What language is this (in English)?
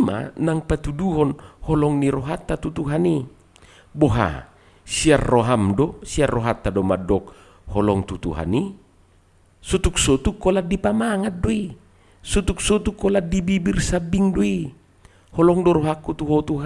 Batak Toba